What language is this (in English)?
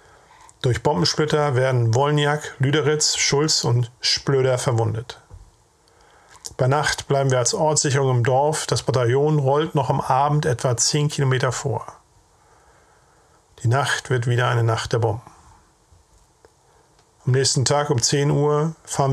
German